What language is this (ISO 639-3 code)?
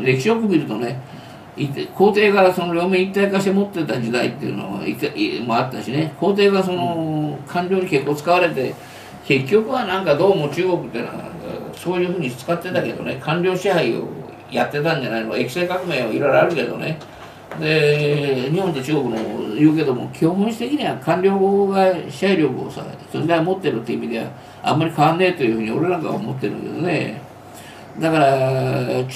jpn